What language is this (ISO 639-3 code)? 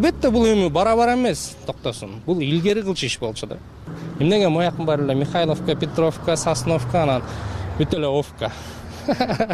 kir